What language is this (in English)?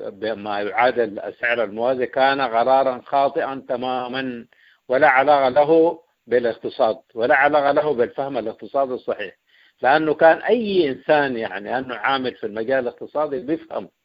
Sudanese Arabic